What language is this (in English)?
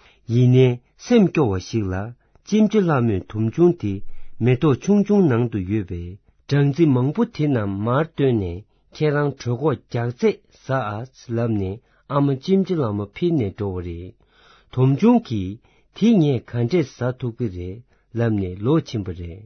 Tibetan